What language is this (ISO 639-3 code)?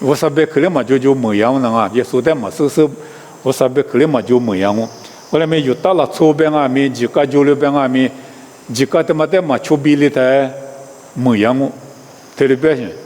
lis